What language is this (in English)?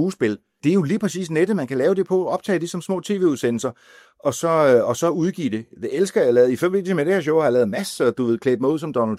Danish